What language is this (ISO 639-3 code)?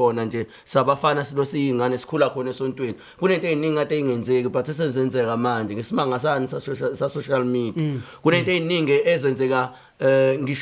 zul